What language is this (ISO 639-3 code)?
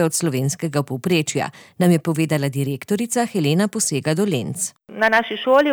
slv